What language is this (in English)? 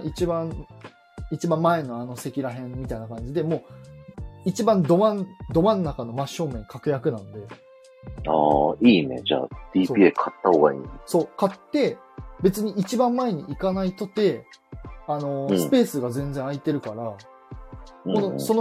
Japanese